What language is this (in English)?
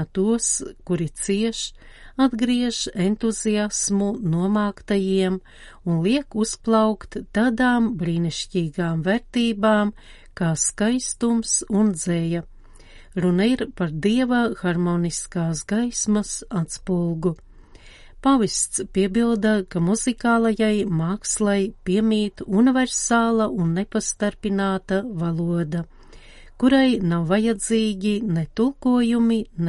Latvian